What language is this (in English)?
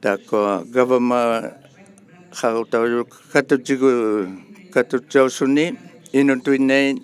Inuktitut